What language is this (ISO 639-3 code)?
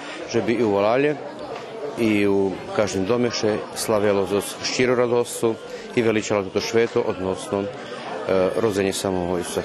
rue